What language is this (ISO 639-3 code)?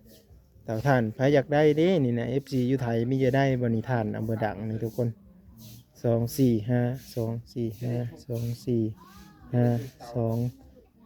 lao